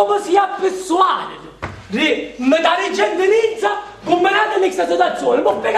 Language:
Sicilian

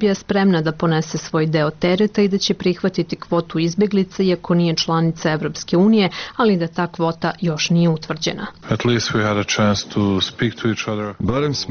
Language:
Serbian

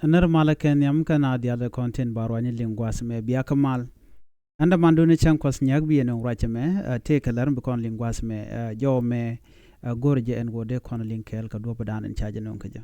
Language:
Nuer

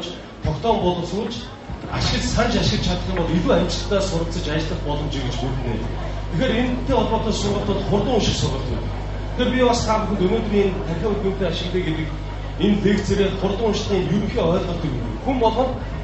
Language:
Mongolian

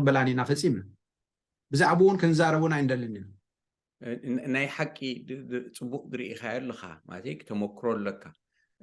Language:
Tigrinya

